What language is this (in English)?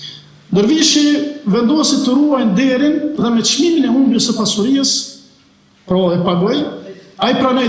Albanian